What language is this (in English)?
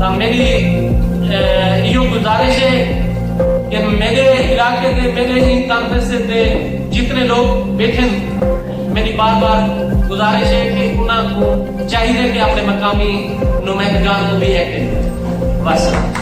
Saraiki